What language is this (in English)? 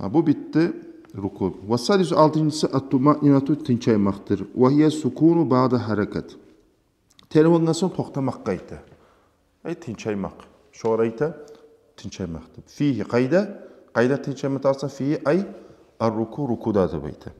Kumyk